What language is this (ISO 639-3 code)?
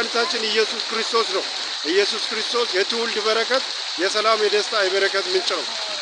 amh